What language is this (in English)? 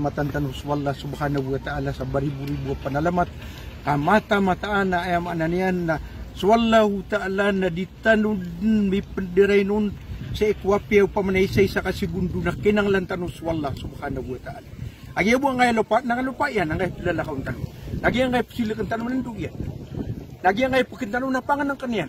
Maranao